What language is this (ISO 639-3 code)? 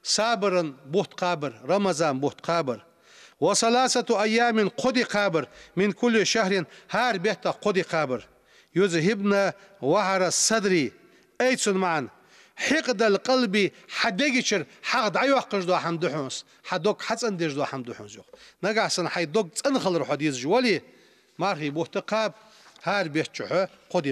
inh